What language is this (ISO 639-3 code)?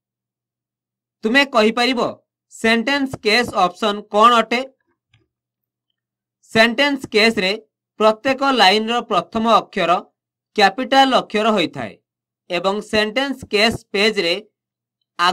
ori